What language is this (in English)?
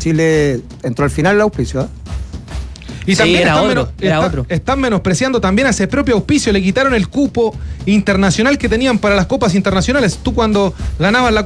Spanish